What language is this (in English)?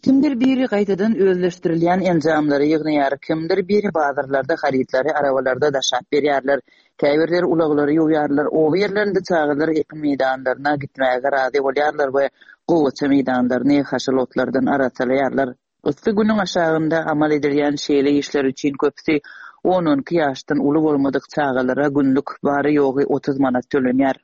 Turkmen